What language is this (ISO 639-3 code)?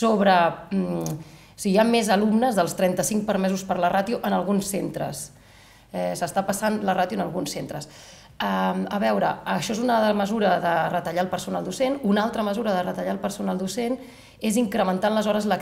cat